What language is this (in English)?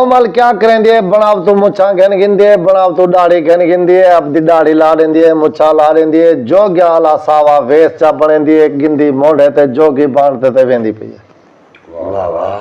Saraiki